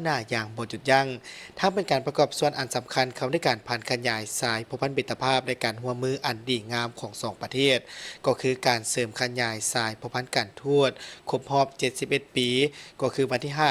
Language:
Lao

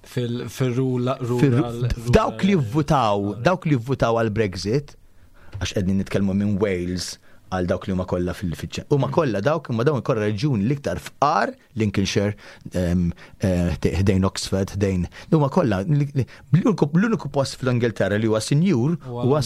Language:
Maltese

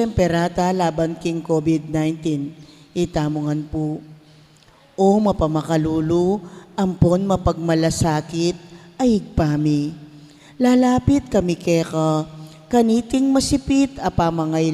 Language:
Pampanga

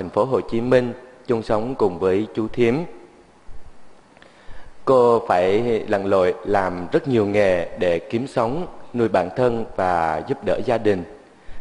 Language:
Vietnamese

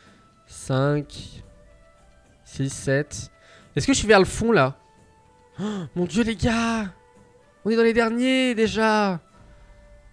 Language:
French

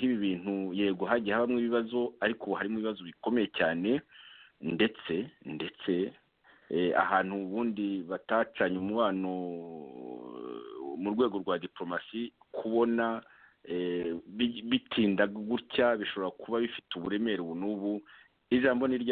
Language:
Kinyarwanda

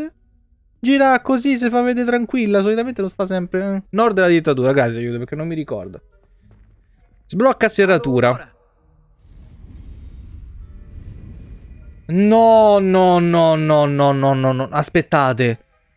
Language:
Italian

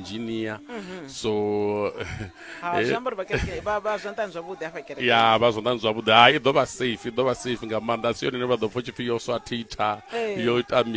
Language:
Venda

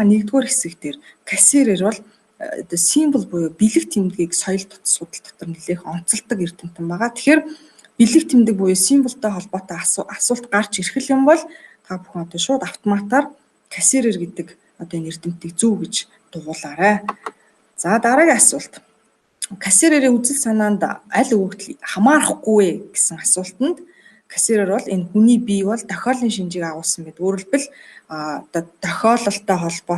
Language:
Mongolian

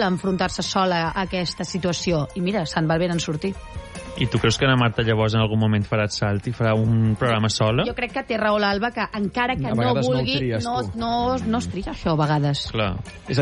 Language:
Catalan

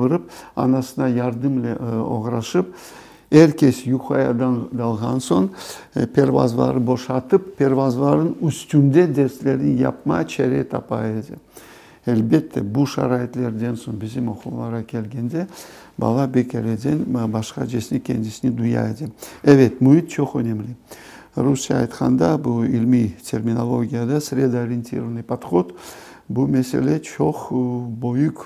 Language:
Crimean Tatar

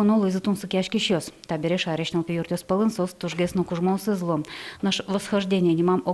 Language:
Udmurt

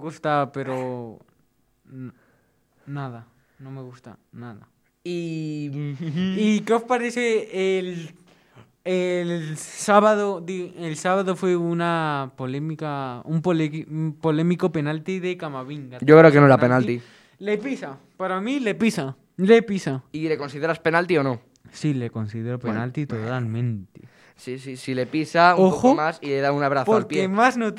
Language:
Spanish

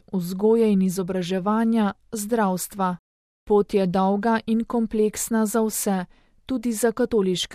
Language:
Slovenian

